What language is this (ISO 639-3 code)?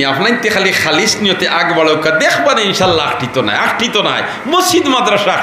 syl